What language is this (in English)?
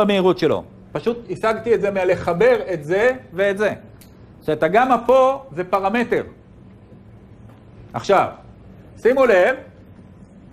Hebrew